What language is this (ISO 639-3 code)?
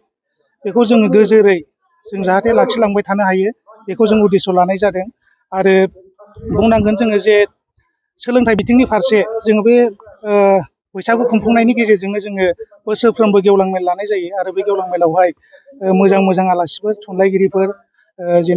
brx